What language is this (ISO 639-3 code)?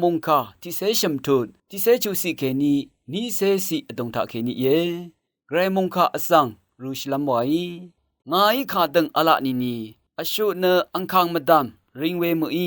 raw